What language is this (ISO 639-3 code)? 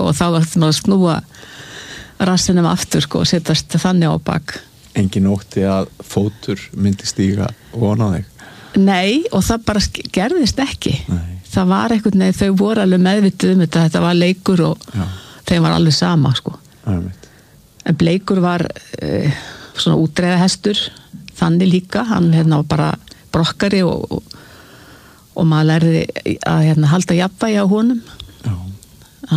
isl